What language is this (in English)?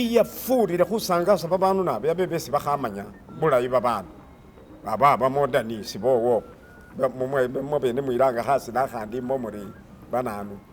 Masaaba